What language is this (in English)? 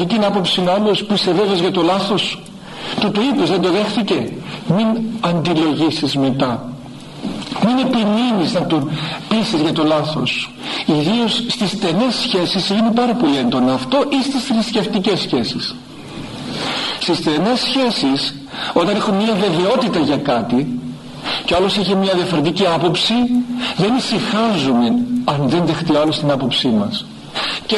Greek